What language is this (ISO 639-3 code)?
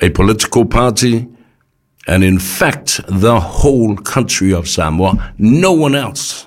smo